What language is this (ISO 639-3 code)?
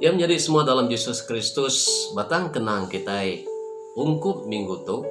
iba